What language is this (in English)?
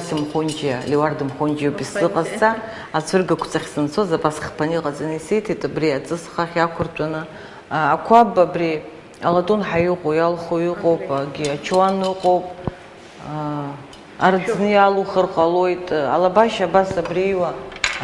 Abkhazian